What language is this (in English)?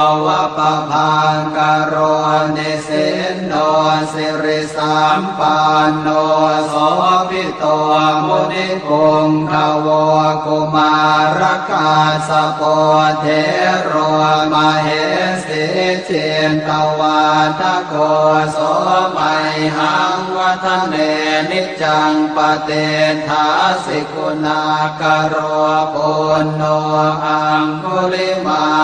Pali